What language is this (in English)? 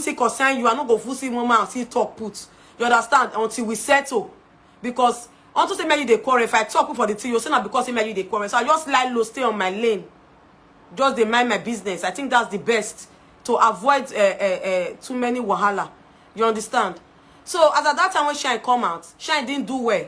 Nigerian Pidgin